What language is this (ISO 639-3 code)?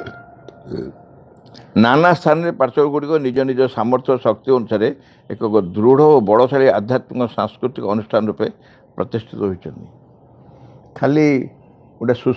ori